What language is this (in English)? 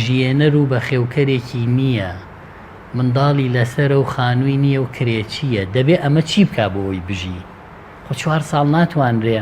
Central Kurdish